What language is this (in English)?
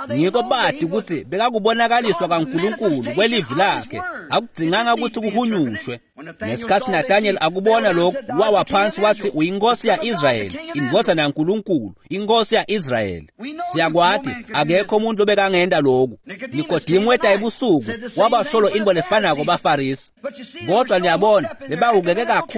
Swati